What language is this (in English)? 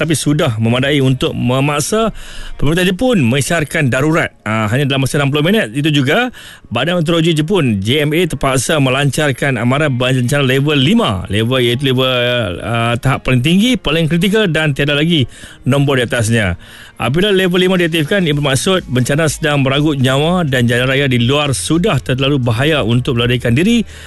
Malay